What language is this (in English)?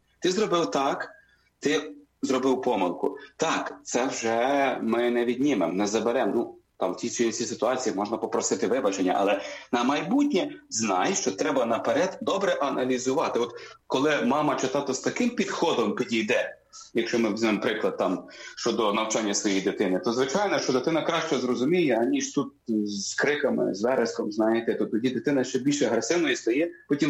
Ukrainian